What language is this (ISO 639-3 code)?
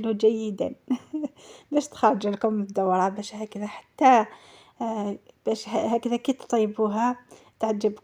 arq